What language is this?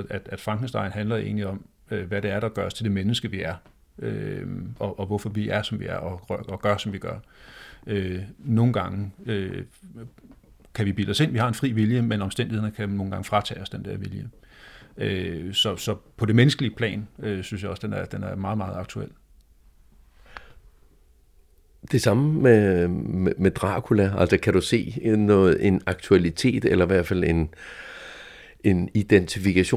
Danish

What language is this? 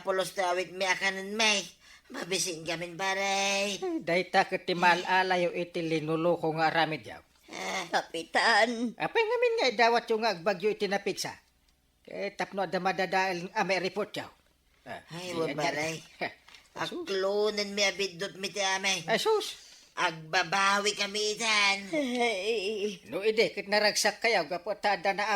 Iloko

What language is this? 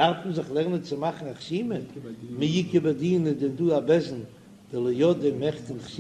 Yiddish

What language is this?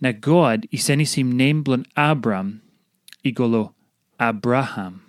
Tok Pisin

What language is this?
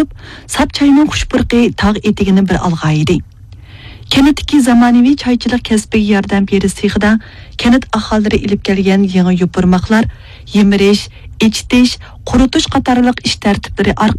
Uyghur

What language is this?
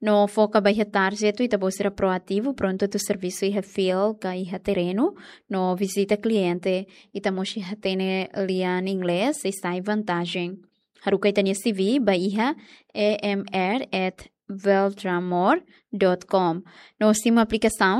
Tetum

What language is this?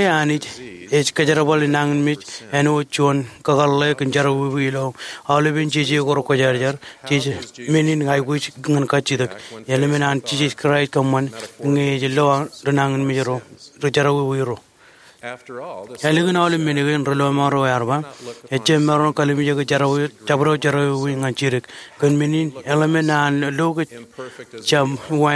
Marshallese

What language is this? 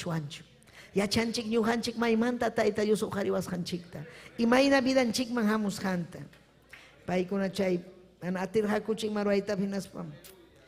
Ayacucho Quechua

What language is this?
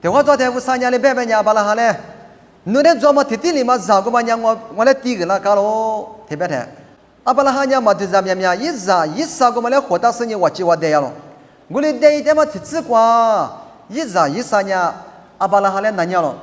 Lisu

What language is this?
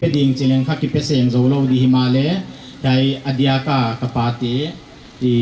Paite Chin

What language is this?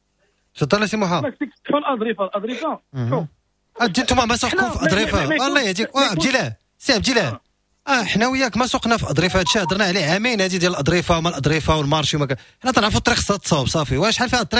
Moroccan Arabic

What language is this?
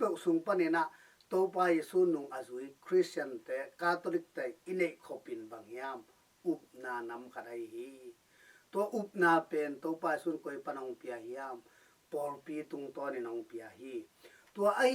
Tedim Chin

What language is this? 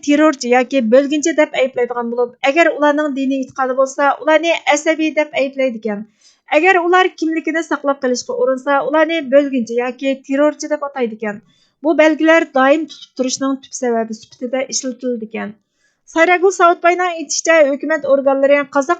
Uyghur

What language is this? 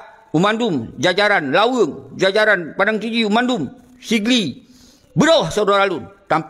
Achinese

